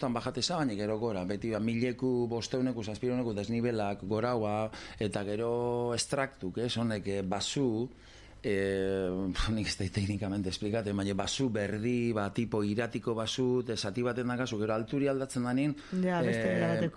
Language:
Basque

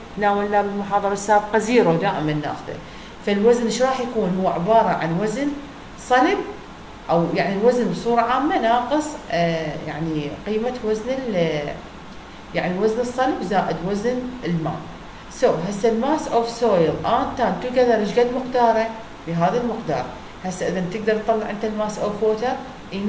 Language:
Mesopotamian Arabic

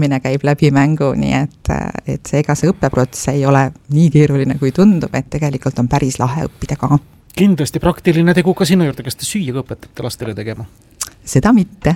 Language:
Estonian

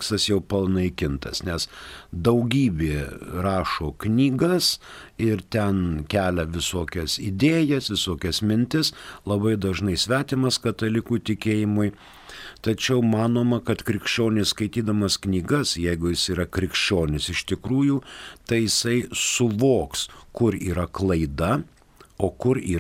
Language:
Lithuanian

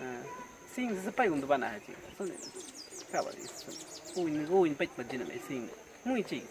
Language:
Awa-Cuaiquer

